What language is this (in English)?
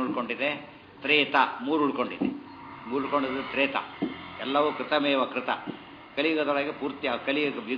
Kannada